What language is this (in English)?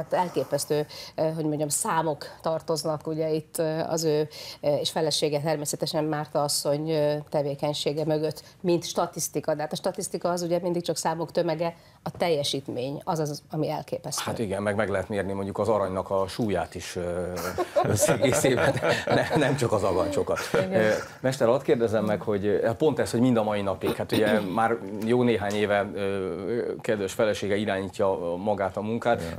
Hungarian